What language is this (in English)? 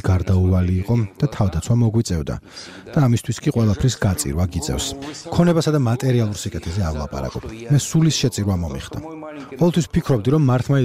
Georgian